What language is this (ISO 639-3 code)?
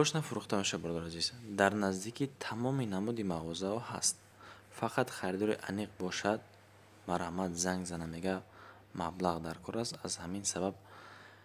tgk